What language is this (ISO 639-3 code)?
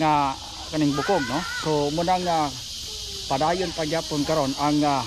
ceb